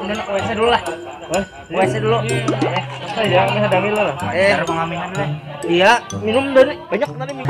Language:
Banjar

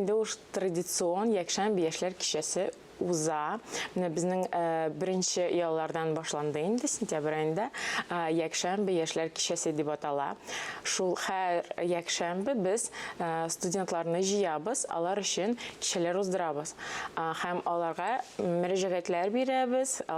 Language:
Tatar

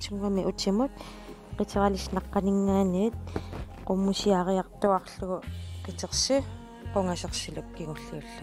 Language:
Kalaallisut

